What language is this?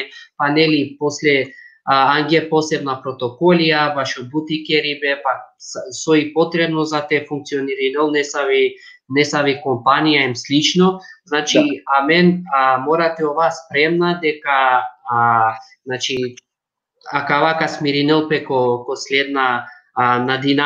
Balkan Romani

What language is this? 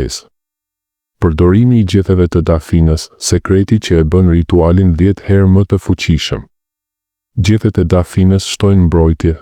Albanian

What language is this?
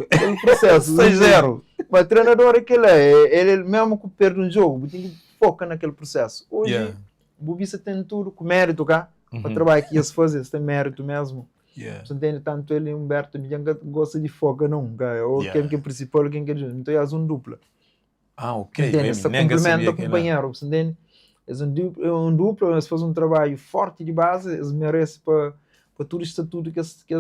Kabuverdianu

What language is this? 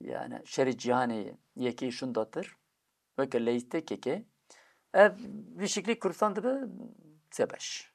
Kurdish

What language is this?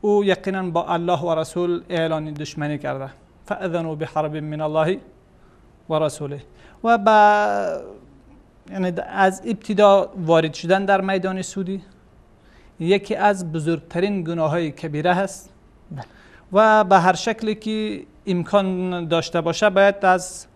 Persian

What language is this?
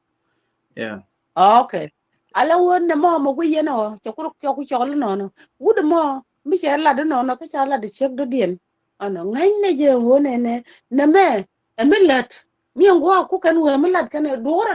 Nuer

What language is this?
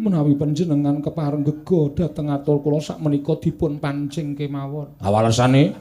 Javanese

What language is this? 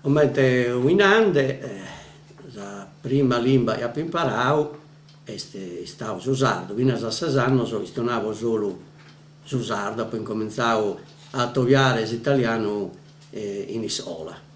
Sardinian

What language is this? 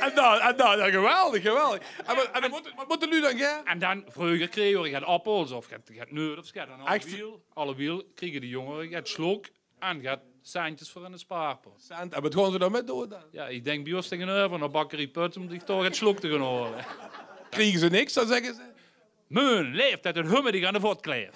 Limburgish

